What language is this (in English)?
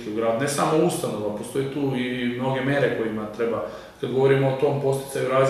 Serbian